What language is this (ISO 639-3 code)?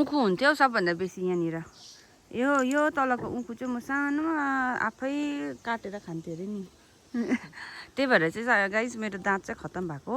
nep